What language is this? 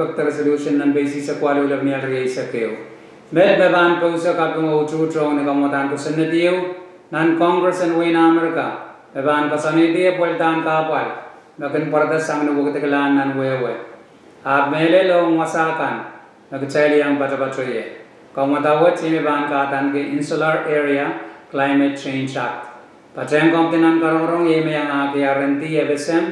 Pohnpeian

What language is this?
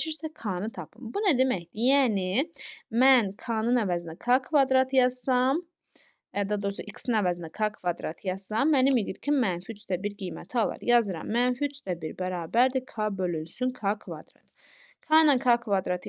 Azerbaijani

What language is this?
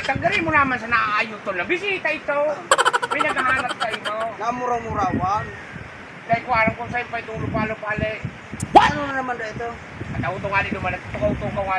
Bikol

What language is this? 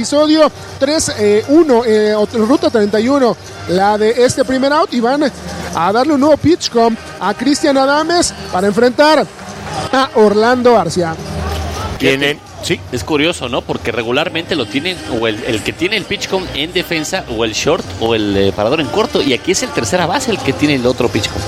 Spanish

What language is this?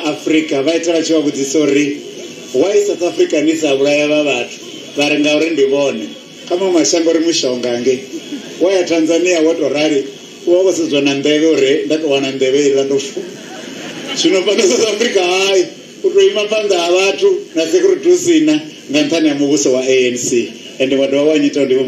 Venda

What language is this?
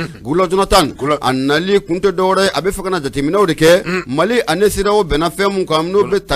Bambara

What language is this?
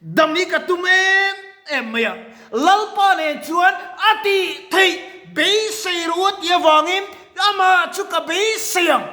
Mizo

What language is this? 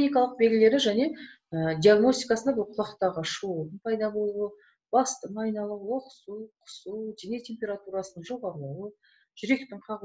Kazakh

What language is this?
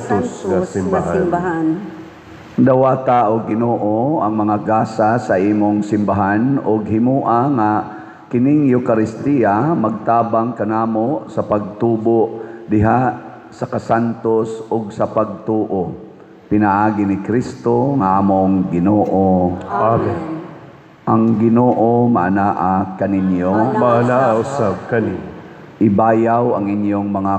Cebuano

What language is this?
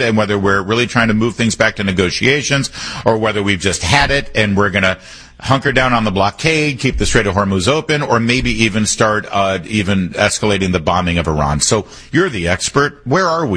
English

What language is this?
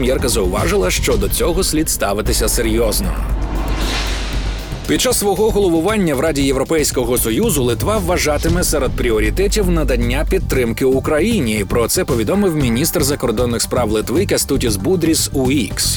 Ukrainian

